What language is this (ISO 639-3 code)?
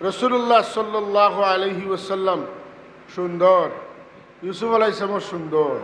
syl